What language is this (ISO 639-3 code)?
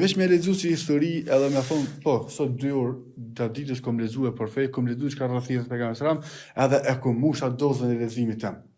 sqi